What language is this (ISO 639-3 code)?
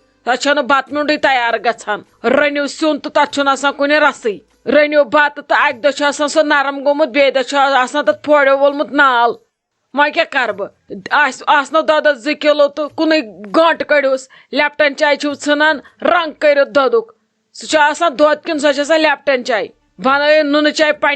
kas